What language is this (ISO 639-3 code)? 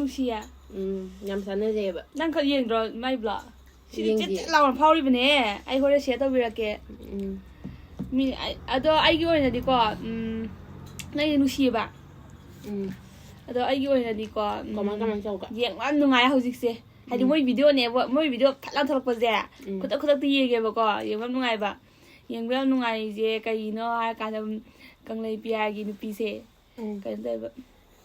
mni